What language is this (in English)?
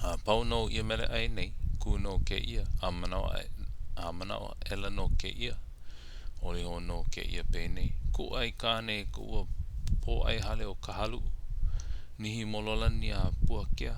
Hawaiian